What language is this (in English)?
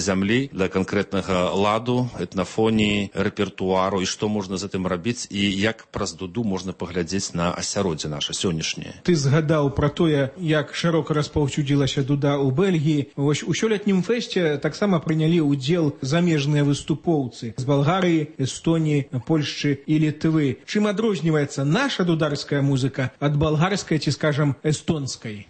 Belarusian